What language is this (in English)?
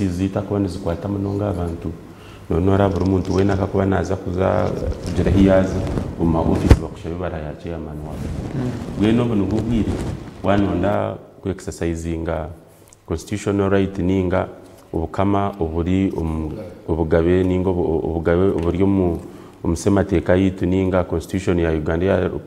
Nyankole